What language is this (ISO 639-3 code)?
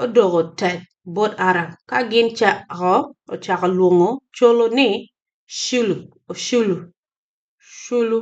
ach